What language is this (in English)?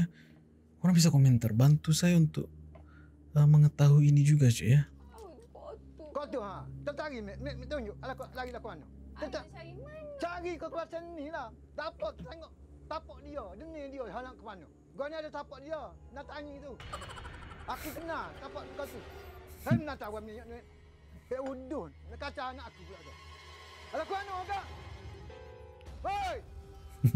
Malay